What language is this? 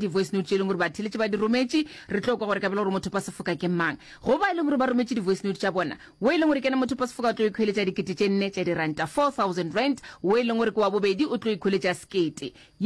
Northern Sotho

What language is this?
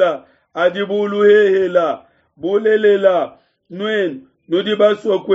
Luba-Lulua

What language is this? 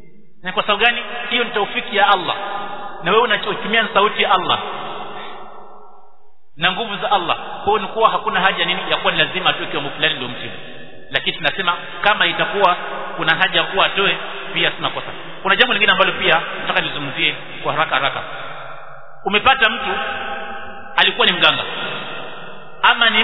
Swahili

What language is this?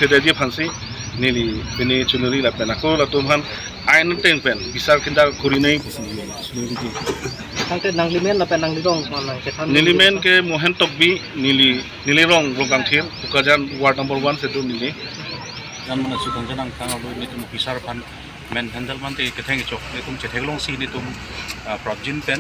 Karbi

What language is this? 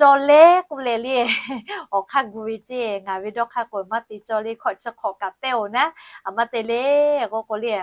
Lahu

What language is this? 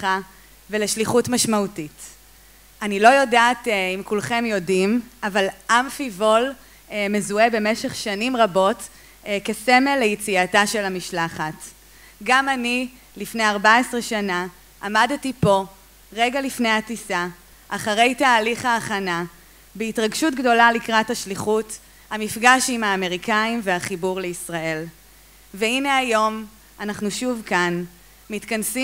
Hebrew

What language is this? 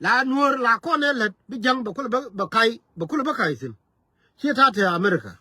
Nuer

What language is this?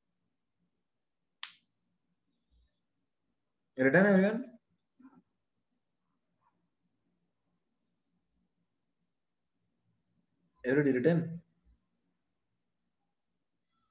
Hindi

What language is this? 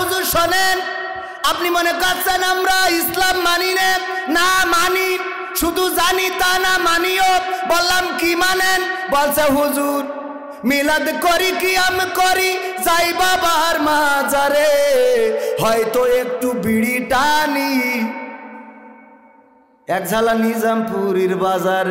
Bangla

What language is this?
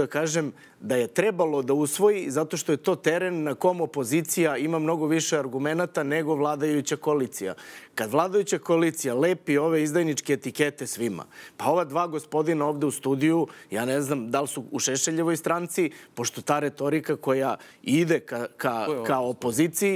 Serbian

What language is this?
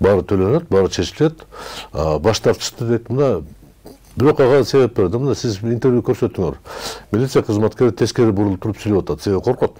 Kyrgyz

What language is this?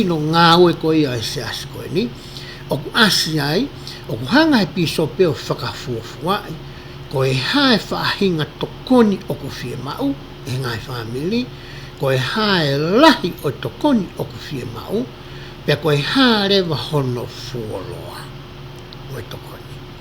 Tongan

